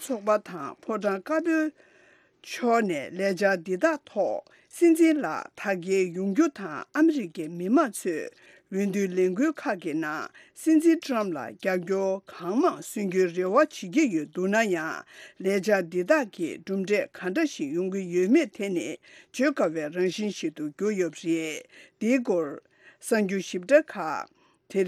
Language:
Tibetan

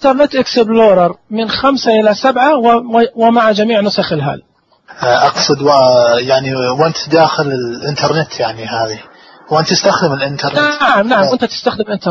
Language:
Najdi Arabic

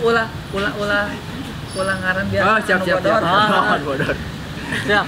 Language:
Sundanese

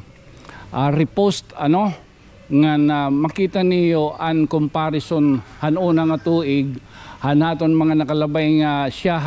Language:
Waray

